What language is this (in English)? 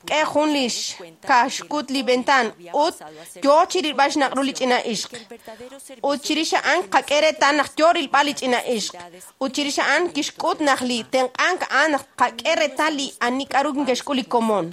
Kekchí